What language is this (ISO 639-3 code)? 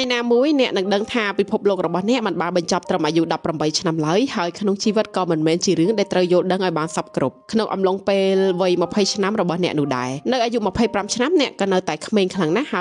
khm